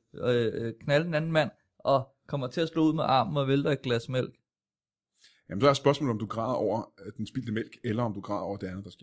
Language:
Danish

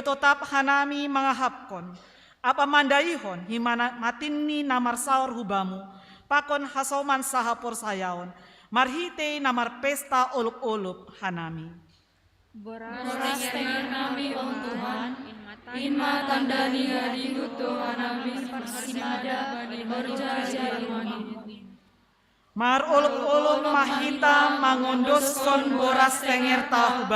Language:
Batak Simalungun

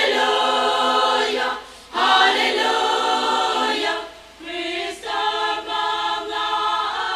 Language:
Tangkhul Naga (India)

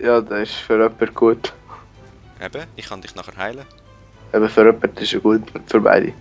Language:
Swiss German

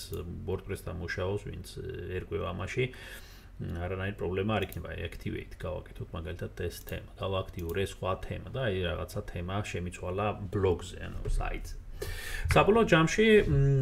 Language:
Georgian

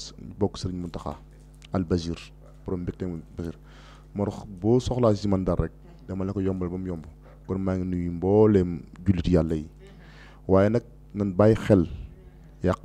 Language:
Wolof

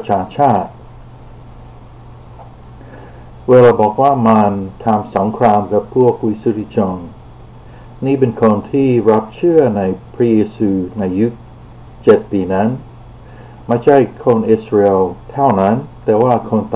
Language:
Thai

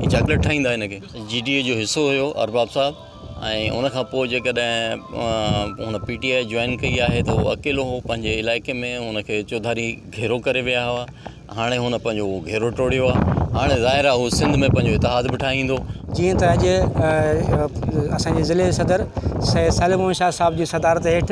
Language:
Sindhi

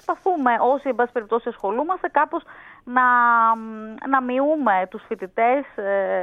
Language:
Greek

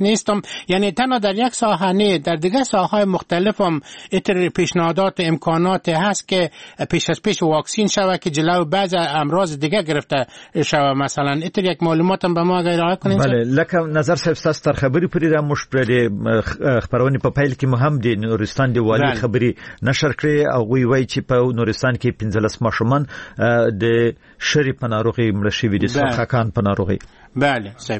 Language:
Persian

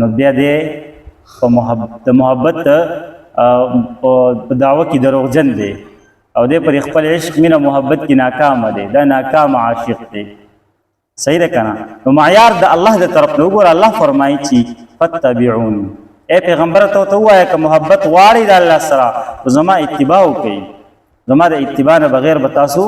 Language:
Pashto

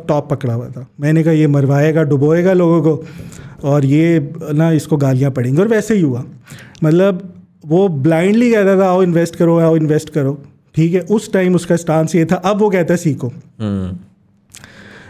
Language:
Hindi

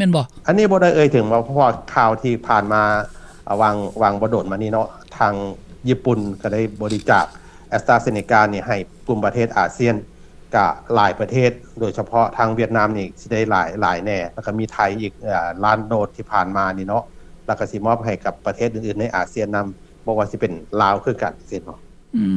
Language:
Lao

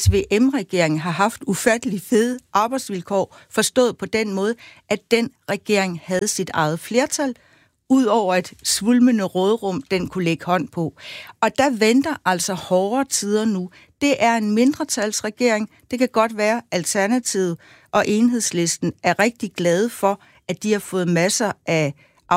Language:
Danish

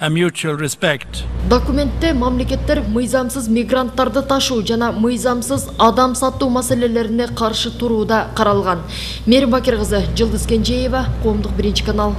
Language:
Kyrgyz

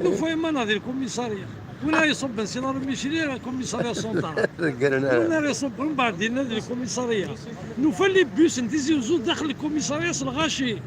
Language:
Kabyle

